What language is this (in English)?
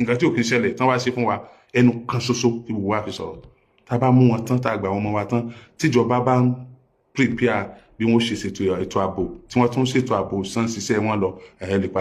Yoruba